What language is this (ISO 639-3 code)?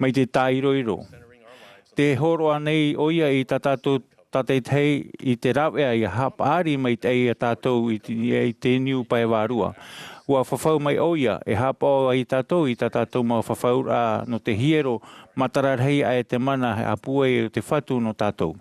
tah